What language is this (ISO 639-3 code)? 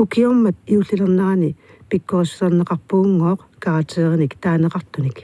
kal